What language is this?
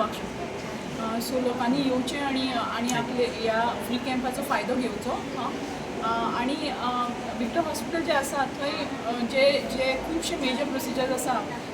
Konkani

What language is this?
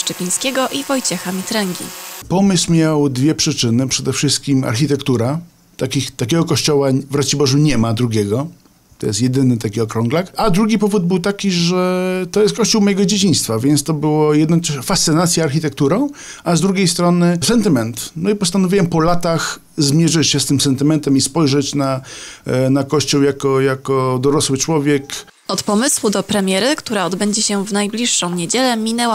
Polish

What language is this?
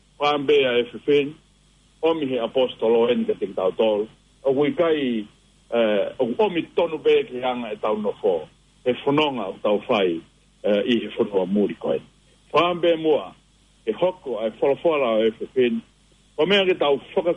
Tongan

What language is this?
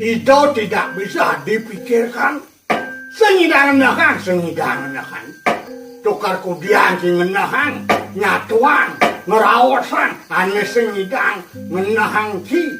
Balinese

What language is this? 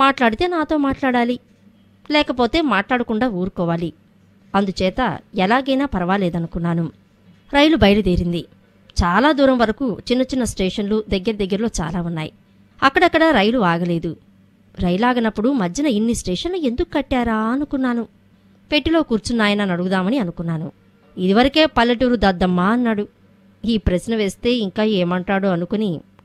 Telugu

